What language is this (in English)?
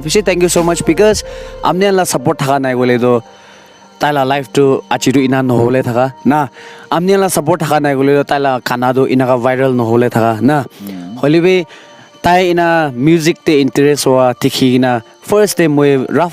Naga Pidgin